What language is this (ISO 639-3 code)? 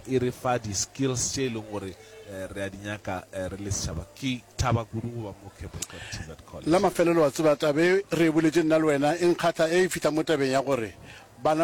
nso